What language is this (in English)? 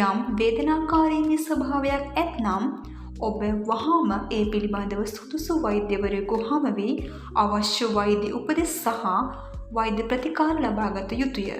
Sinhala